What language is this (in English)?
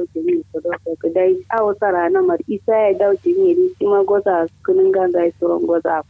Kanuri